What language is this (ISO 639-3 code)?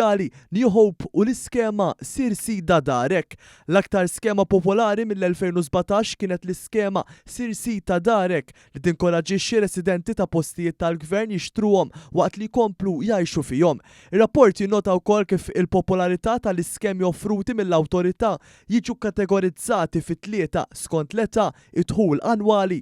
mlt